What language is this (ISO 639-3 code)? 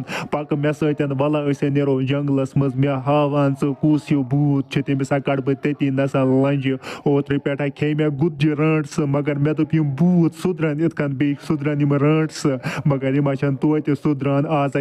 kas